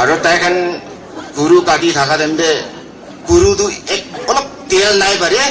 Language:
Naga Pidgin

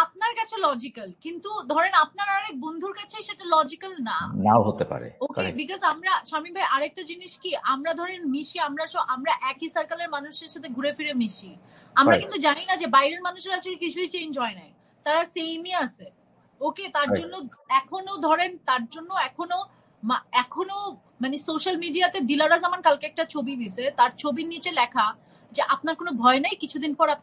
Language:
Bangla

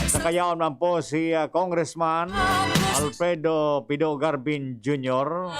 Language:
Bikol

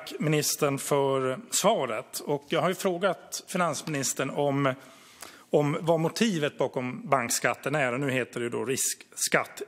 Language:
Swedish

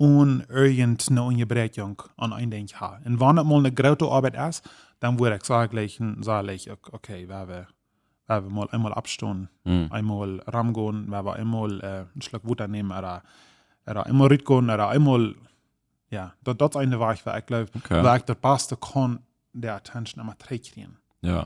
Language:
Plautdietsch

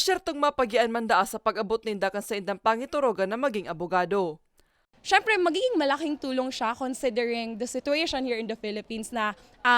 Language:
Bikol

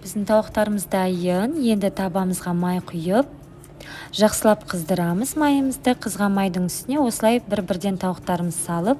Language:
Kazakh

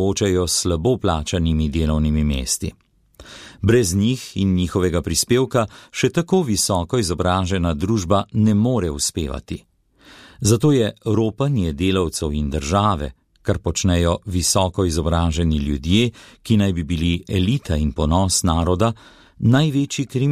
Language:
Slovenian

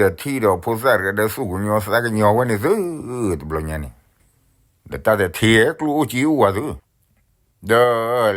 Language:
S'gaw Karen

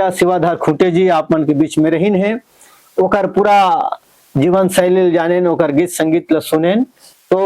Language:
Chhattisgarhi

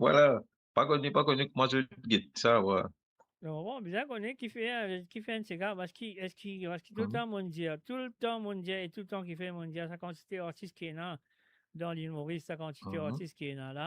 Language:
Morisyen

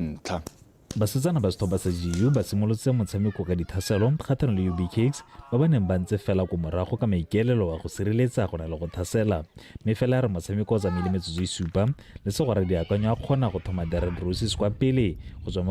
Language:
Tswana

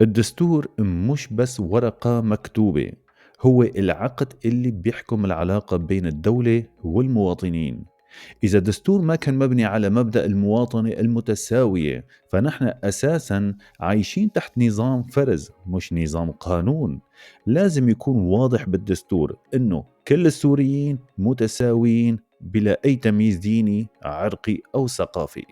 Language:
North Levantine Arabic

